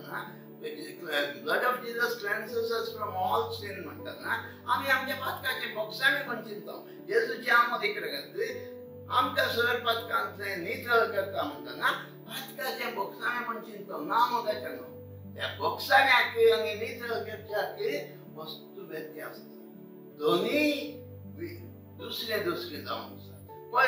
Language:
Konkani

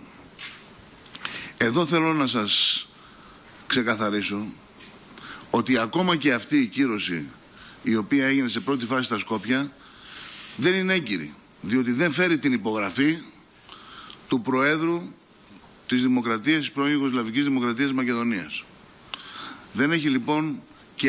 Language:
Greek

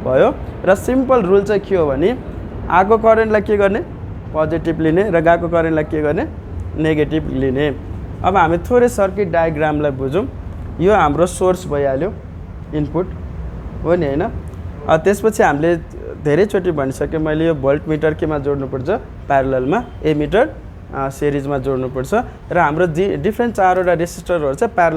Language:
Nepali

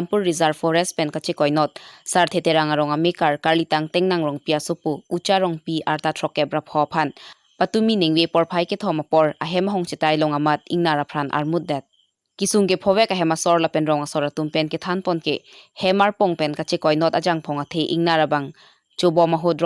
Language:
Karbi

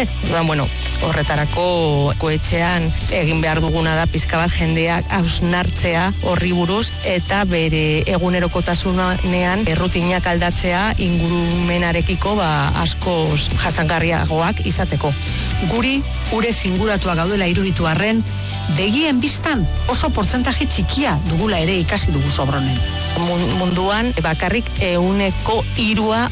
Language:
Basque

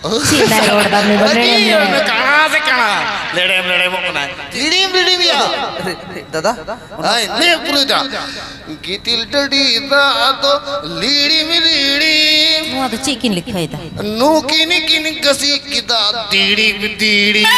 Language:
Santali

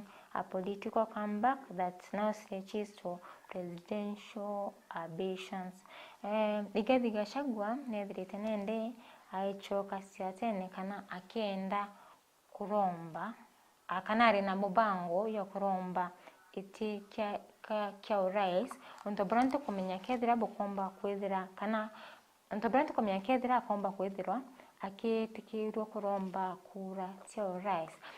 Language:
Meru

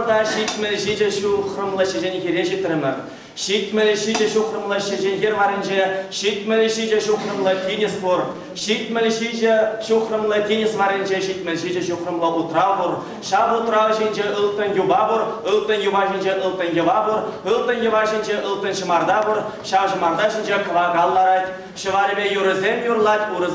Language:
Chuvash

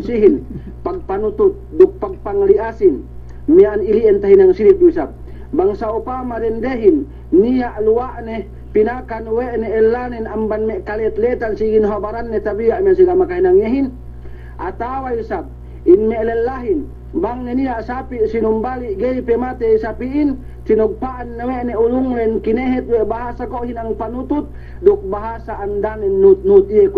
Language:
Yakan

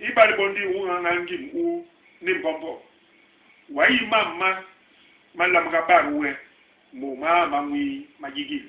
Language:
Basaa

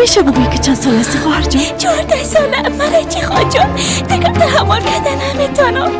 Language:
Persian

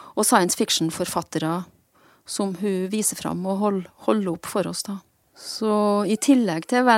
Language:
Norwegian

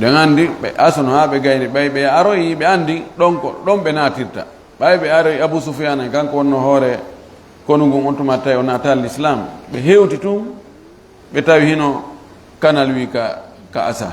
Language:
Fula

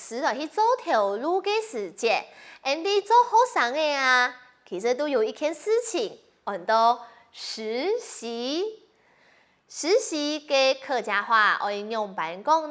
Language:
Hakka Chinese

